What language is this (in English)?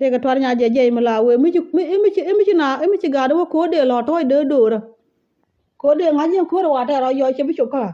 Nuer